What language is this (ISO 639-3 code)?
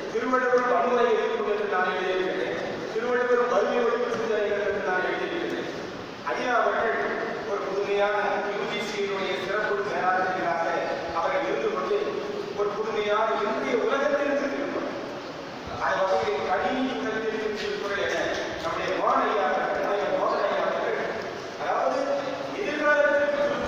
tam